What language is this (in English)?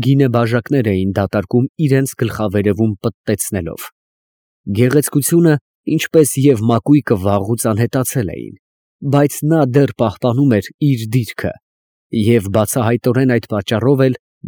Armenian